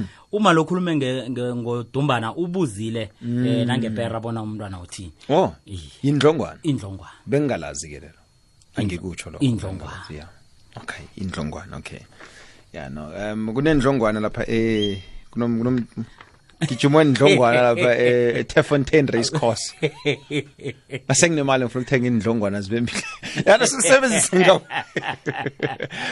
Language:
South Ndebele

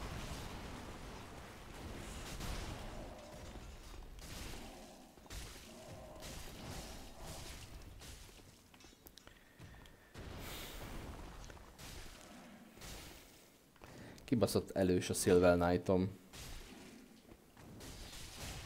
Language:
Hungarian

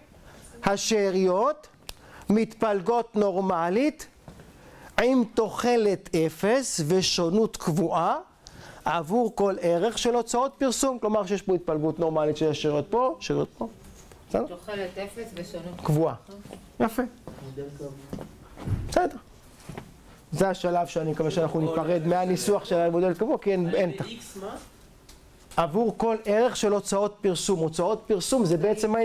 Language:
Hebrew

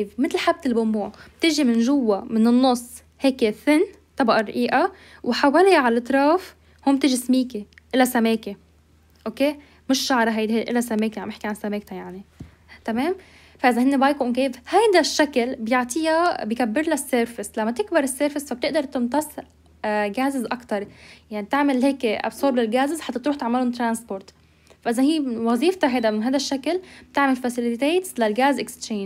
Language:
North Levantine Arabic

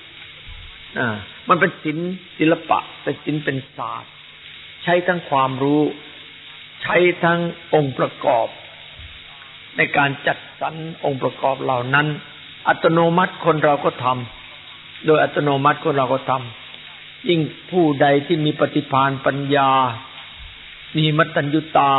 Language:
Thai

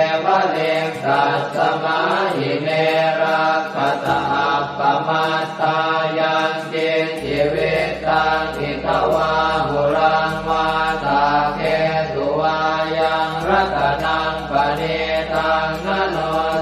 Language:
Pali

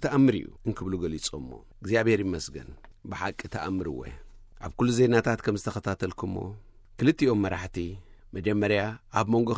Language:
Tigrinya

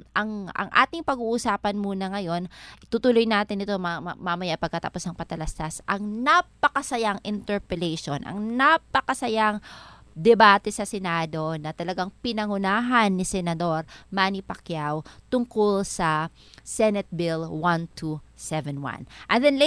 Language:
Filipino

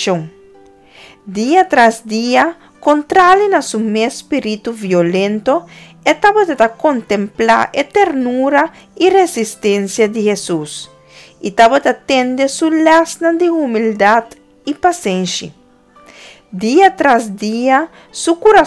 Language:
Papiamento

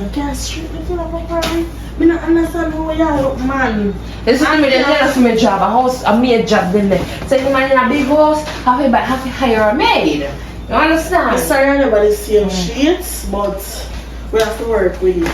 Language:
Jamaican Creole English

